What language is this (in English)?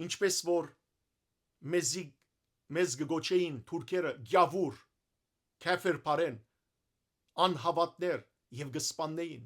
Western Armenian